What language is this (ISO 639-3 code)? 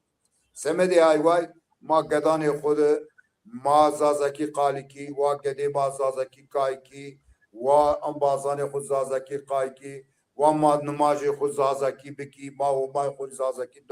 zza